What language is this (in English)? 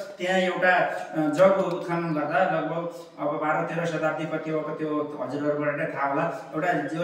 Nepali